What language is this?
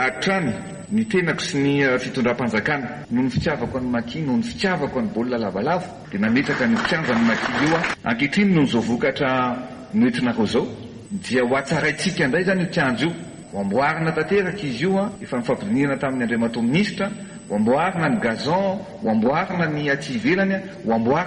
Malagasy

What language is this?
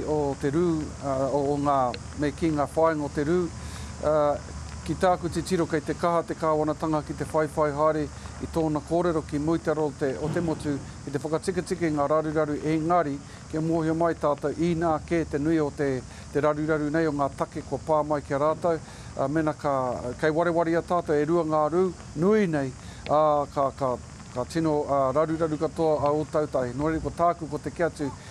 Māori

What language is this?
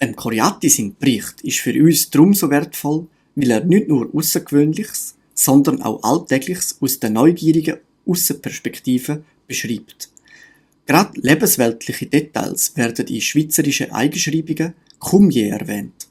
Swiss German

